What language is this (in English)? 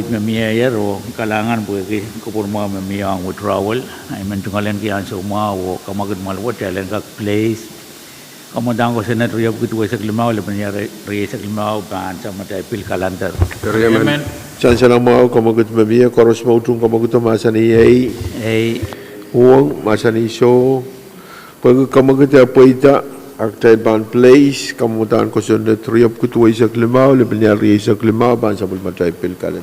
Pohnpeian